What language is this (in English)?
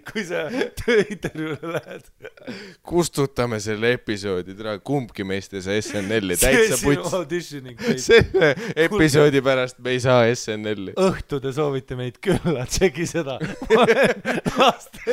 Estonian